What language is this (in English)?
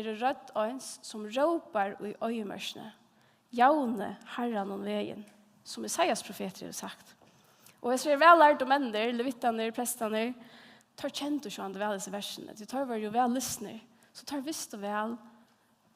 Faroese